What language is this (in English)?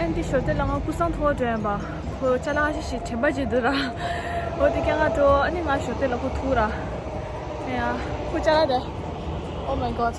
Tibetan